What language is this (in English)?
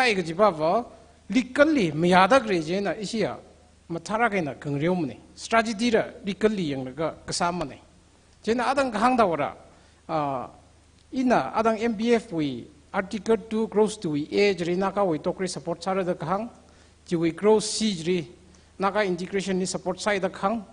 Tangkhul Naga (India)